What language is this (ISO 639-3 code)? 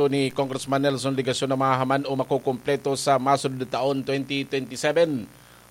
bik